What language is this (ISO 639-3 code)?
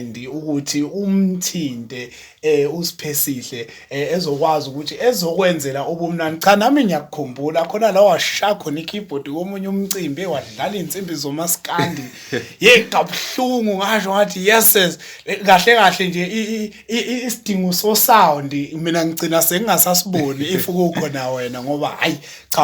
zul